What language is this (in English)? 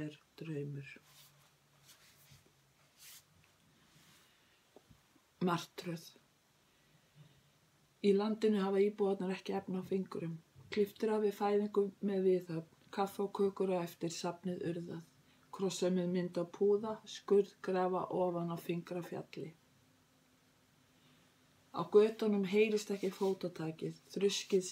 Icelandic